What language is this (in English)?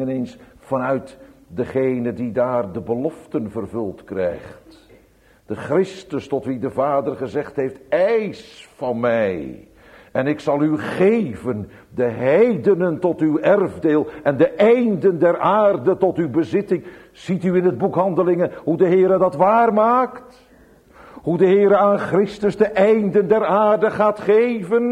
Dutch